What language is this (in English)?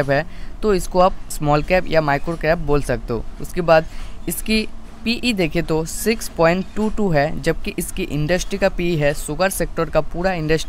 Hindi